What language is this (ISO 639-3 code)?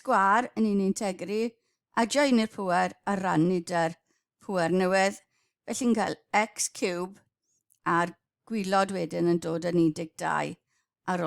cym